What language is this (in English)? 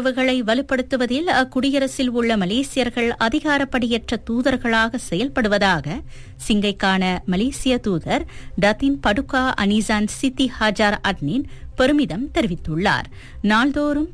Tamil